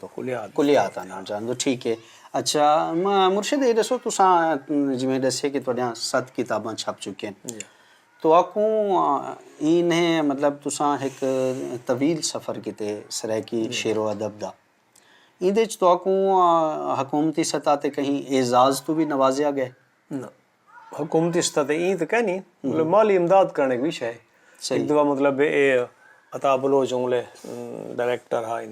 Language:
Saraiki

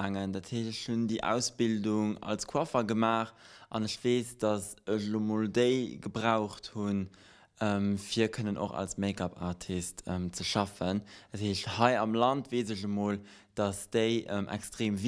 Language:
Luxembourgish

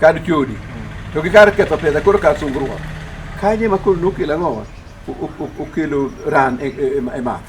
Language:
Luo (Kenya and Tanzania)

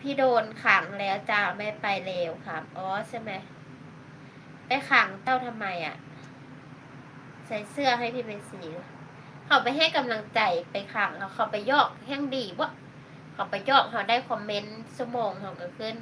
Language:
Northeastern Thai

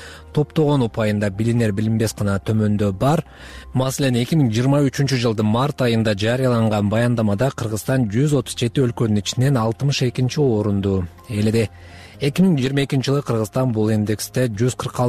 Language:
Kyrgyz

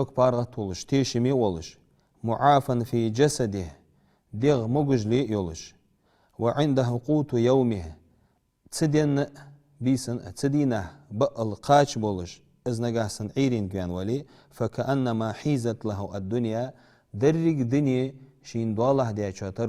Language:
Ingush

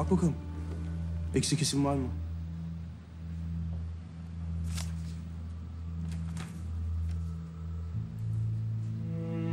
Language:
Turkish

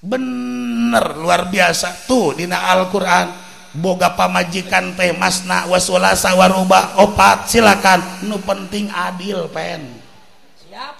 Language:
Sundanese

